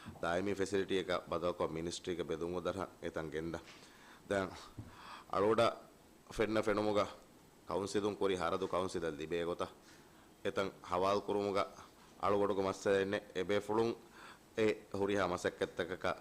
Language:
Divehi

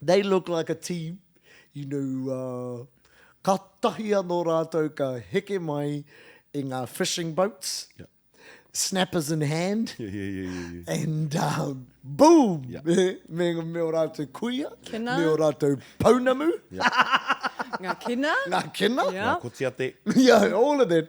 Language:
Māori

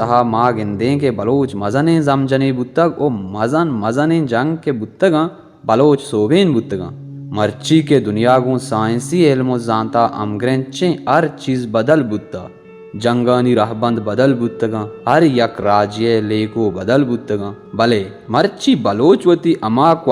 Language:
Baluchi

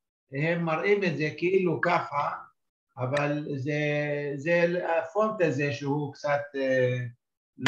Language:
Hebrew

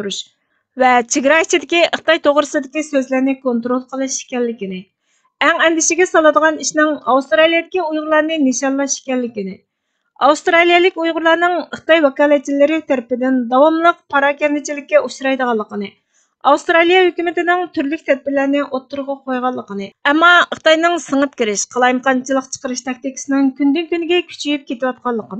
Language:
Uyghur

